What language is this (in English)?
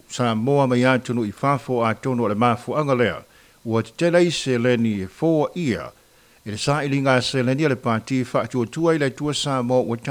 Samoan